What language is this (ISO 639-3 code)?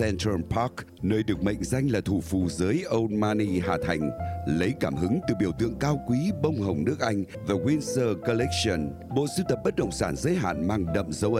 vie